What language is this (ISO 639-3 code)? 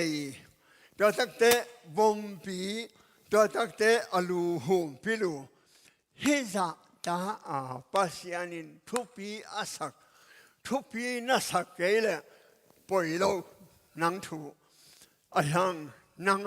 ctd